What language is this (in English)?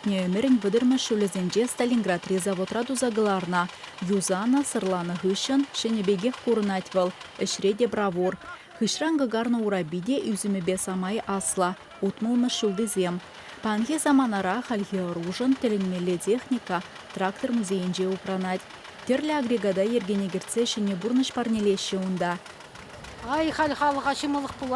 Chuvash